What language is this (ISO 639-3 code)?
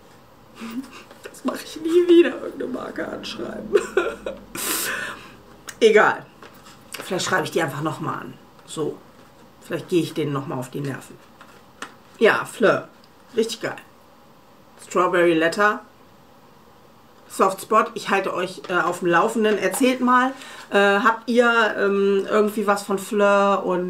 deu